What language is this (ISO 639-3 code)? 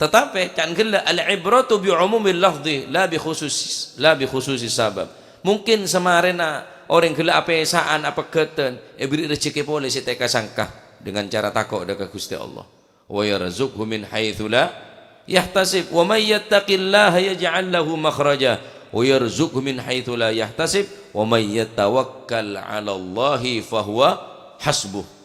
mad